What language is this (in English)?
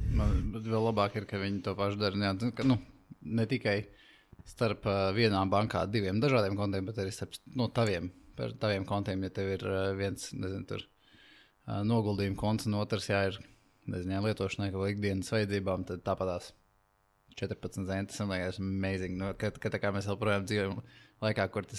Latvian